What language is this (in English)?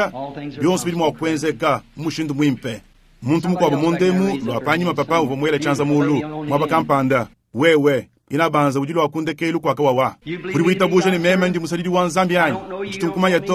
Luba-Lulua